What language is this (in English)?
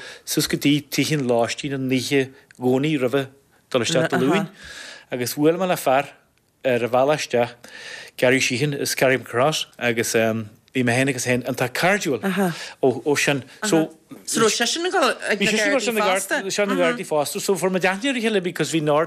Irish